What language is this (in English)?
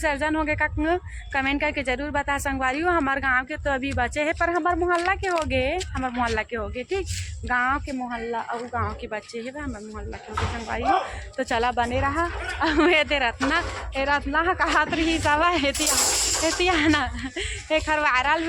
Chhattisgarhi